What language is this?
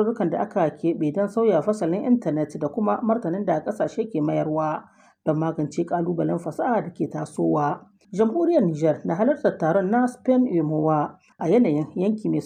Hausa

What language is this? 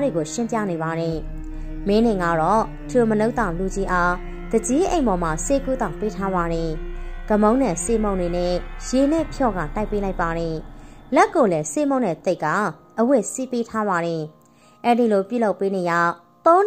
Burmese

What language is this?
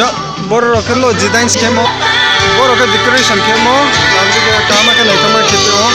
Riang (India)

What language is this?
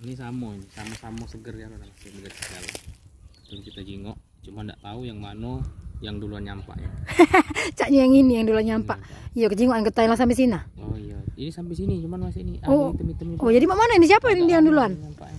Musi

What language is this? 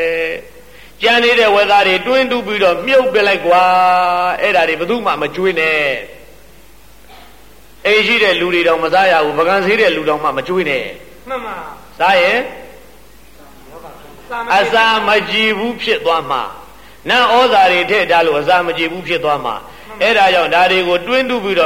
Burmese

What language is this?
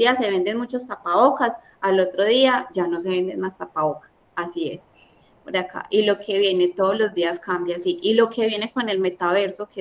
Spanish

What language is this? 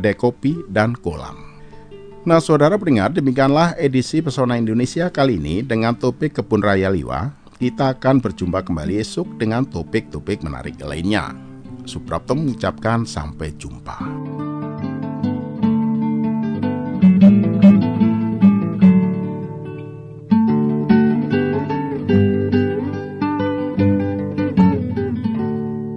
Indonesian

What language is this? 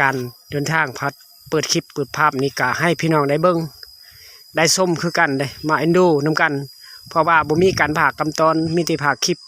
Lao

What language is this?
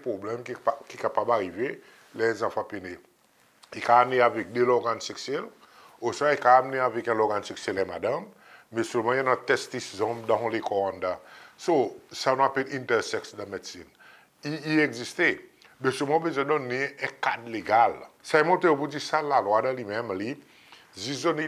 Seselwa Creole French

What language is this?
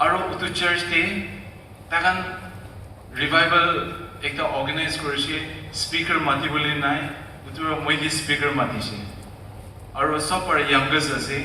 Naga Pidgin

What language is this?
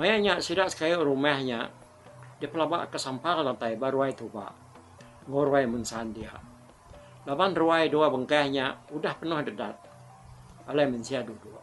Iban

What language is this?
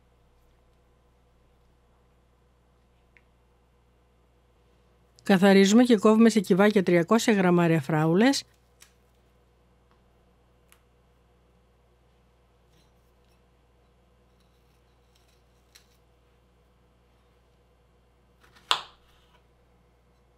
Greek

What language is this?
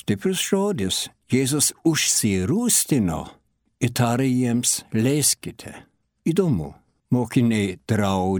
Lithuanian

